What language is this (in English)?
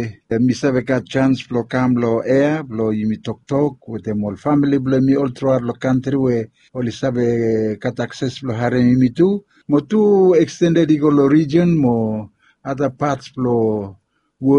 Bislama